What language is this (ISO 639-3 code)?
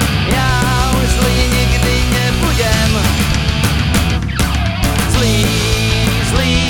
slk